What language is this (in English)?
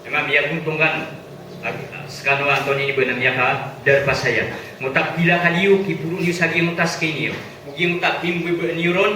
Maranao